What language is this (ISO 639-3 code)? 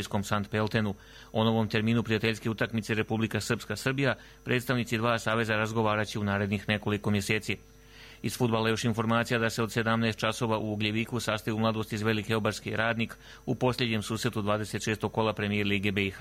hrv